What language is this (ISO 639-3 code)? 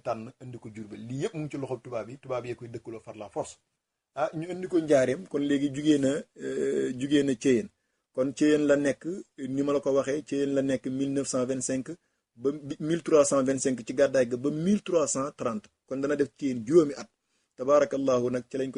wol